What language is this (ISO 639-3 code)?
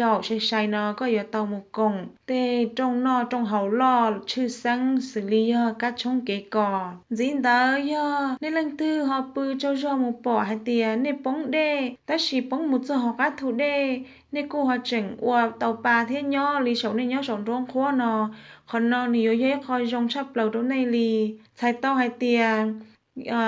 hmn